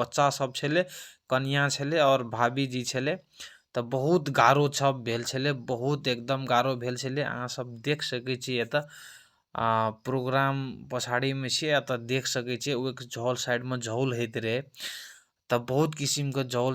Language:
Maithili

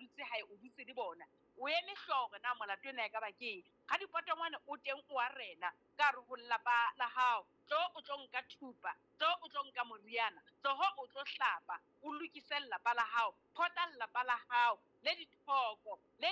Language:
Southern Sotho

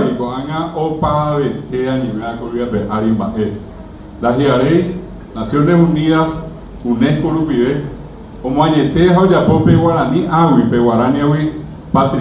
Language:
Guarani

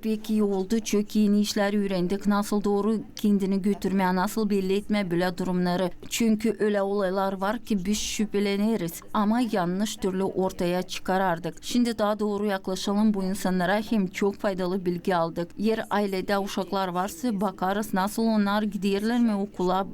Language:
Gagauz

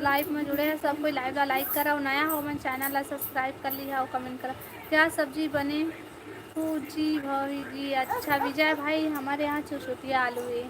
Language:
Chhattisgarhi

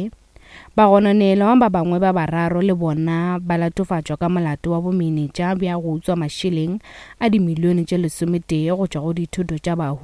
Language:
Northern Sotho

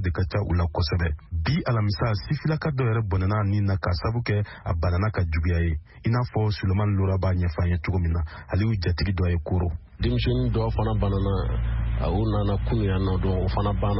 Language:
Bambara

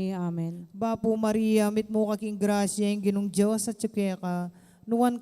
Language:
Pampanga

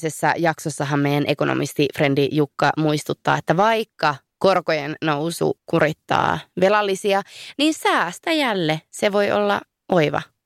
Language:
Finnish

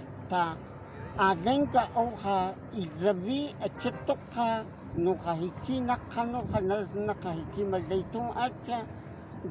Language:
Cogui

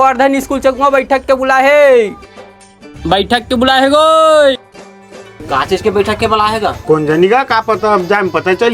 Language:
Chhattisgarhi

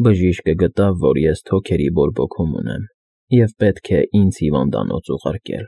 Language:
Armenian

